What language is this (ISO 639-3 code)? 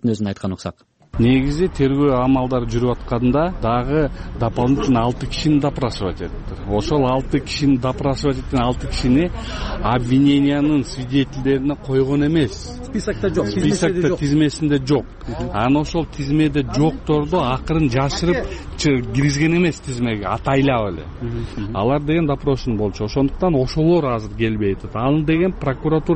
kir